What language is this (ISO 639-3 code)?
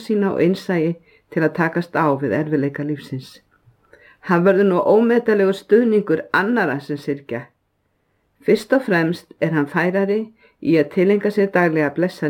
isl